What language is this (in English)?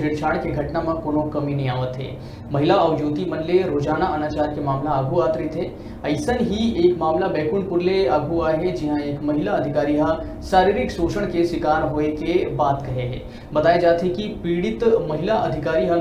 Chhattisgarhi